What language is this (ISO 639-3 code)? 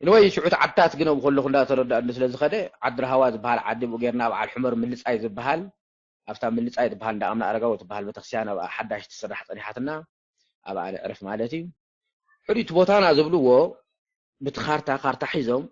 tir